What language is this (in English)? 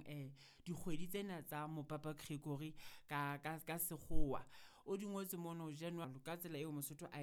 Southern Sotho